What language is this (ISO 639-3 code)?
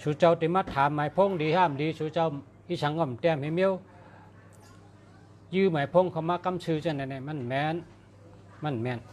shn